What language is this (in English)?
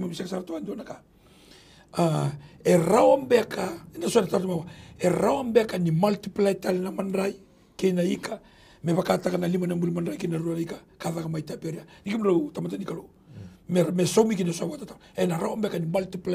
Fijian